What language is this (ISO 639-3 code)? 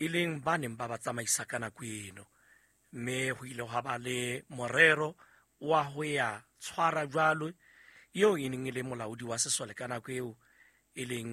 sot